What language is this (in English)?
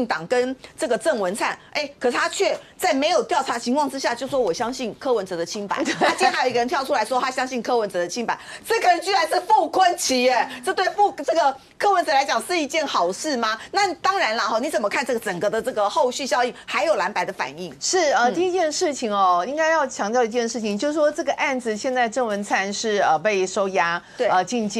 Chinese